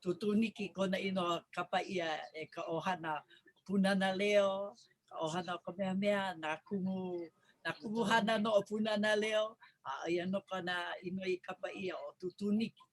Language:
Hawaiian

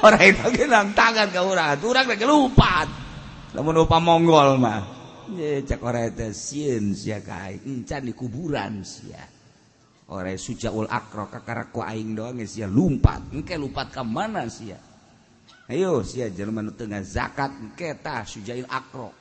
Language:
Sundanese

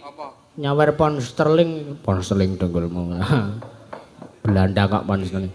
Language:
Javanese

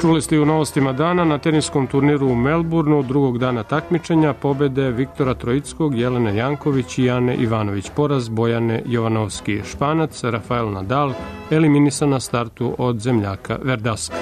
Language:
Serbian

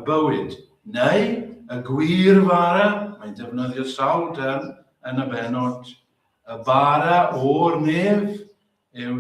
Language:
Welsh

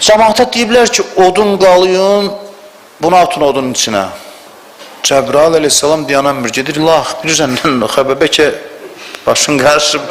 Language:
Azerbaijani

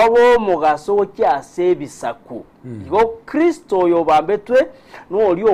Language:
Gusii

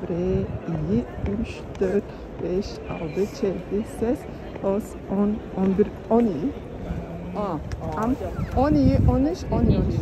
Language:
Tuvinian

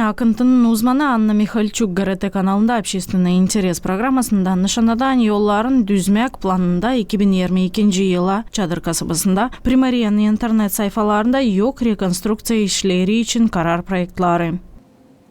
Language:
Gagauz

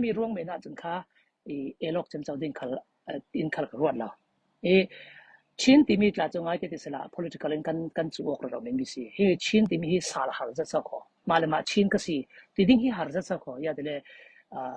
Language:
Falam Chin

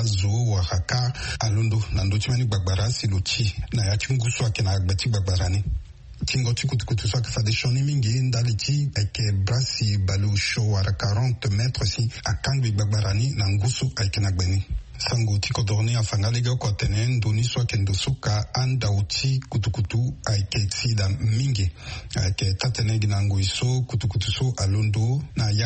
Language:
Sango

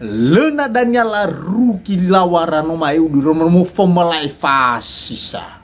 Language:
Nias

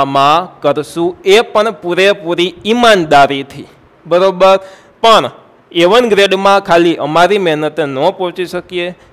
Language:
Gujarati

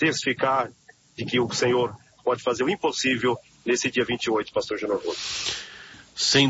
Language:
Portuguese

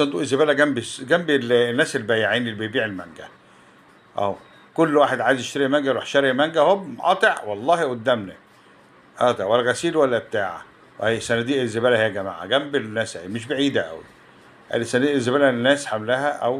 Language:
Egyptian Arabic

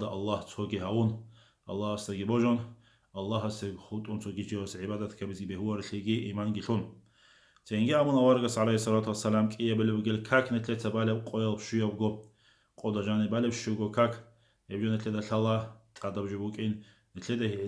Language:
Avaric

